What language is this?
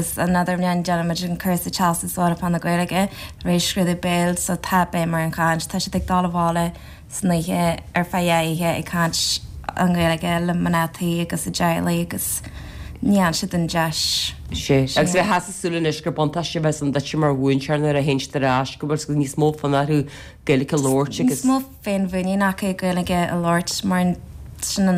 Irish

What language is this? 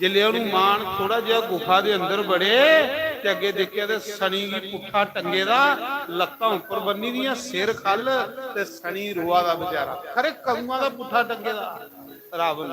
Dogri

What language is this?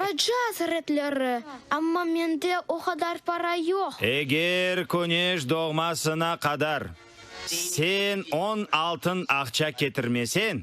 Crimean Tatar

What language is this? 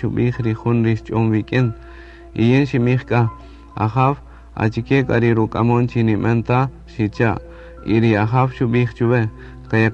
Kaqchikel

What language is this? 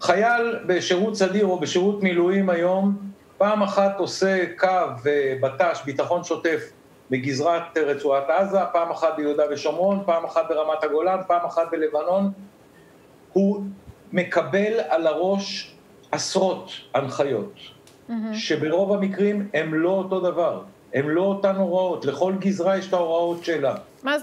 Hebrew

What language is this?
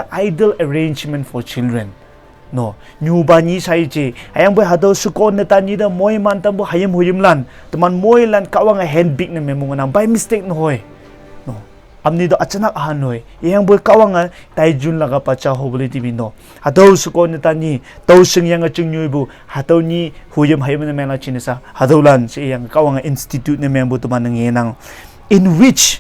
Konyak Naga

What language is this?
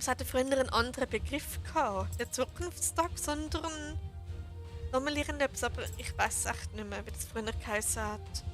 Swiss German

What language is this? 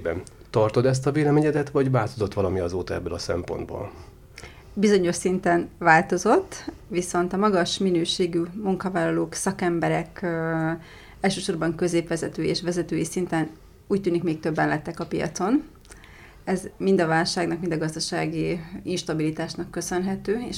Hungarian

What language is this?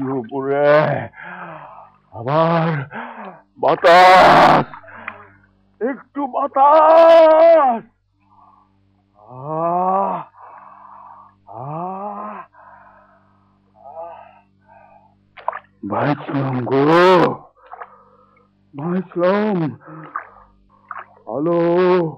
Bangla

